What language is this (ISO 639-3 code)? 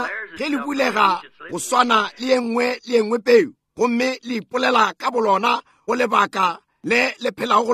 nso